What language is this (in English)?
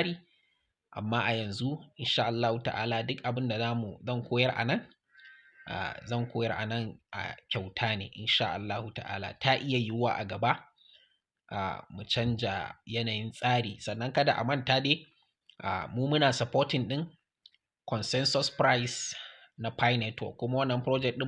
Hausa